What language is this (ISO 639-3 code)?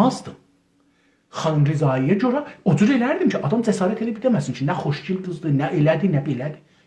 azb